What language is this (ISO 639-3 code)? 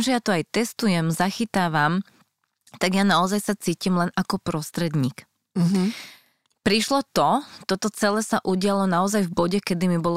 slk